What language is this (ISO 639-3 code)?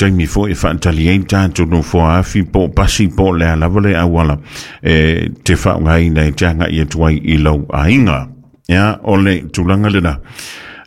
smo